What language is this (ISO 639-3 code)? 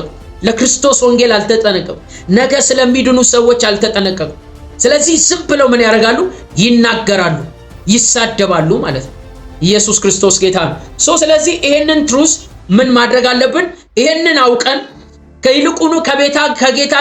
amh